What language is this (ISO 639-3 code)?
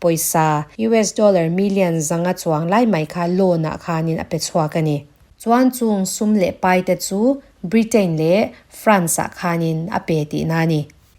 lus